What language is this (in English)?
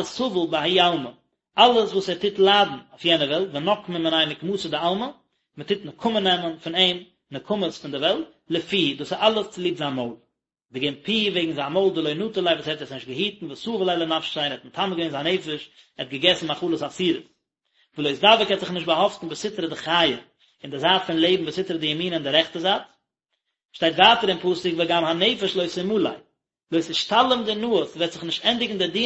Yiddish